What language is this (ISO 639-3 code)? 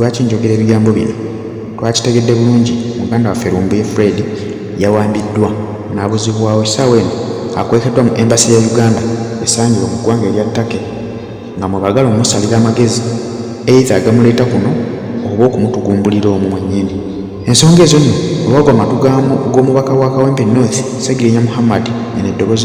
lug